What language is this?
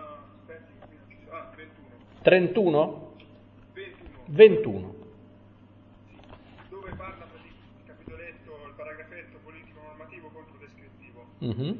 Italian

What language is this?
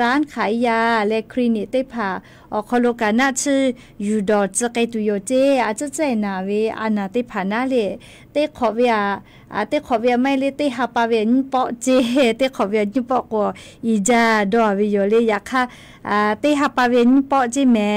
Lahu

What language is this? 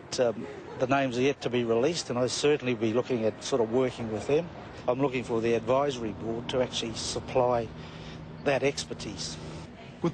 Māori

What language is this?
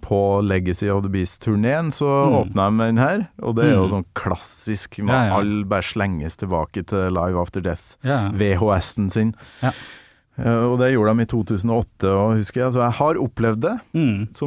Norwegian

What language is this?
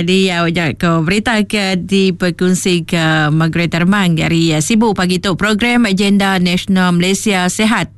Iban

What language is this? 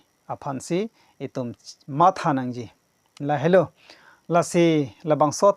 Karbi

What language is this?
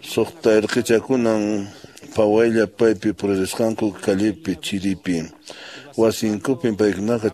Quechua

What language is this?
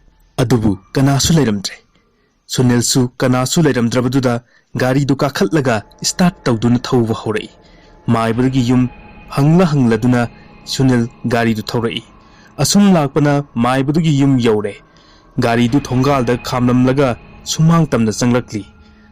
Manipuri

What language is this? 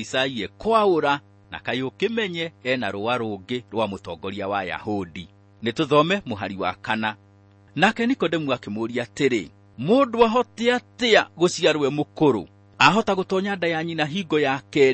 Kikuyu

